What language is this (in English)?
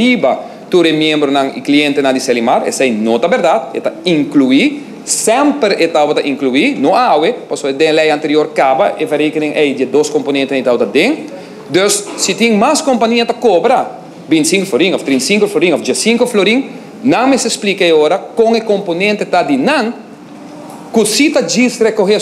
Papiamento